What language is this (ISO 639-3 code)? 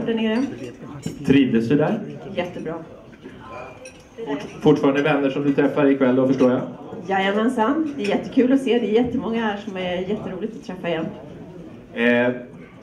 swe